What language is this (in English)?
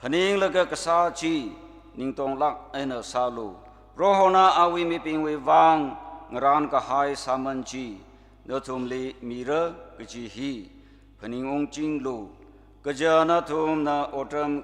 Tangkhul Naga (India)